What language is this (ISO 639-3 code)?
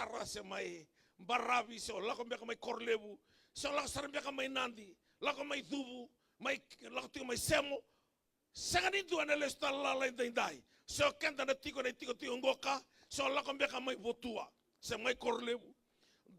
fij